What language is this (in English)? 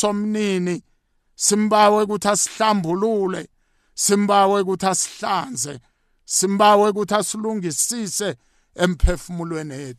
South Ndebele